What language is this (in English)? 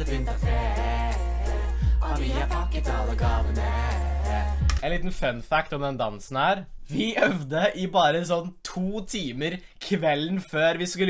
Norwegian